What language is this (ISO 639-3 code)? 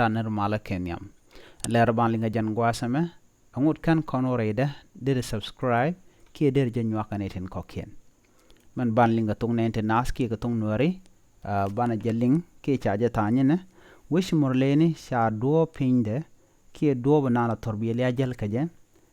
nus